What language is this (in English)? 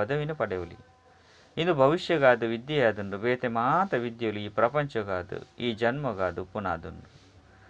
Tulu